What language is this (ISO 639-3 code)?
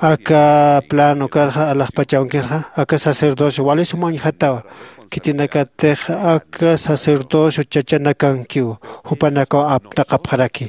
aym